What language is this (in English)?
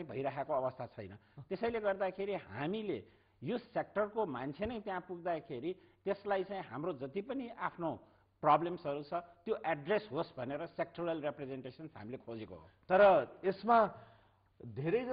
Nepali